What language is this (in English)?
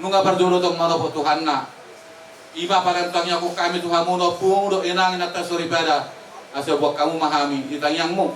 Batak Toba